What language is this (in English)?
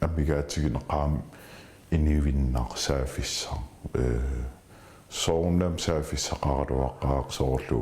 Kalaallisut